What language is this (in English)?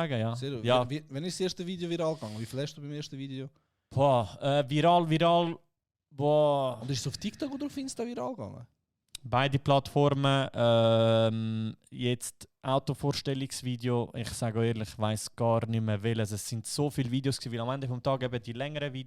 Swiss German